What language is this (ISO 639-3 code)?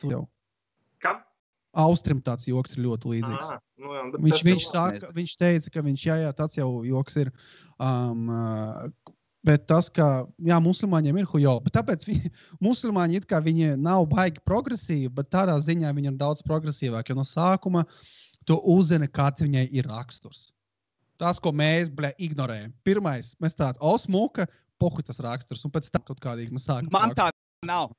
lav